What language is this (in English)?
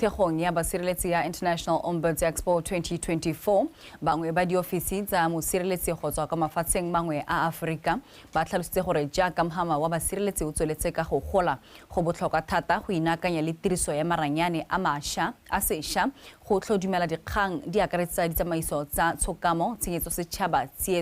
Tswana